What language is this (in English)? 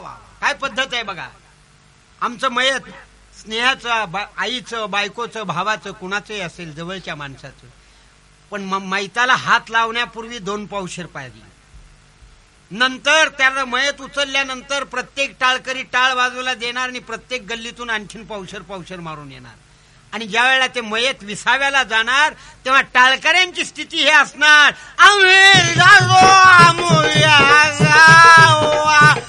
Marathi